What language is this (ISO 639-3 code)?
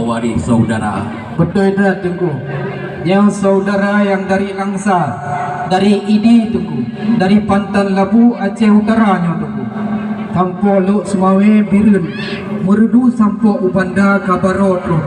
ace